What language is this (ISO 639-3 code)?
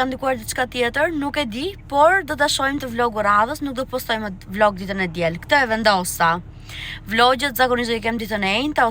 sqi